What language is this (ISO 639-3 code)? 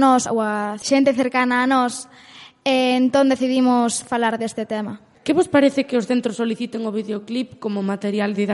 glg